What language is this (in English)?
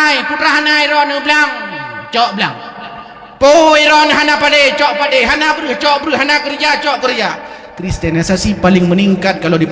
Achinese